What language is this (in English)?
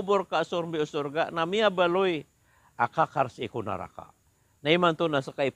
Maranao